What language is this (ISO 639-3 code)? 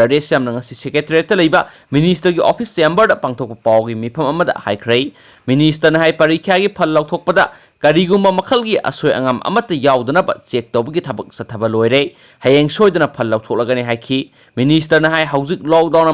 mni